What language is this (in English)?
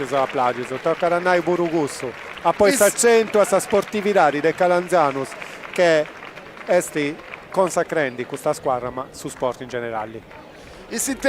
Sardinian